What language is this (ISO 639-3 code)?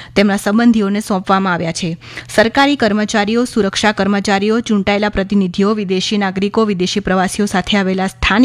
guj